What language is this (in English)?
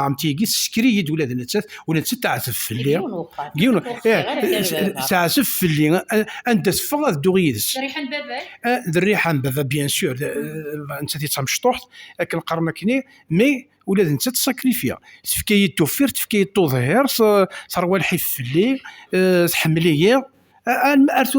Kabyle